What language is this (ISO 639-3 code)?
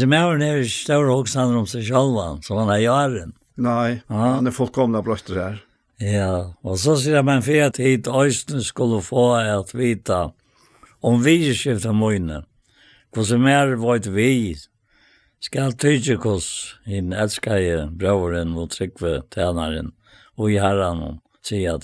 fao